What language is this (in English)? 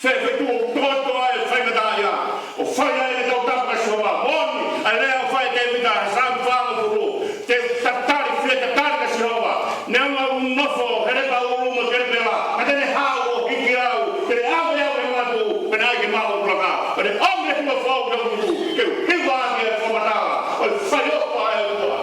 Tongan